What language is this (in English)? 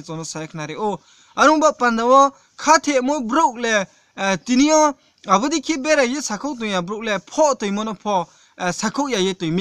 Riang (India)